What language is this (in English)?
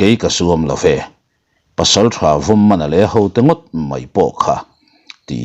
Mizo